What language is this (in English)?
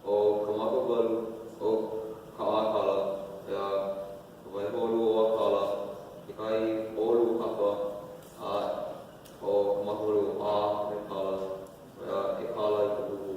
Hawaiian